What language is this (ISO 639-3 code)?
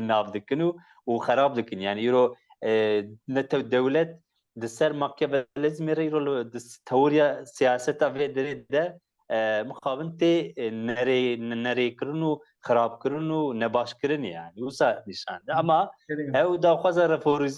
kur